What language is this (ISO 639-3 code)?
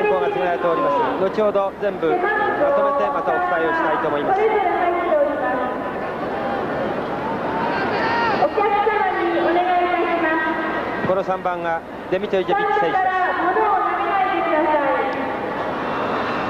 jpn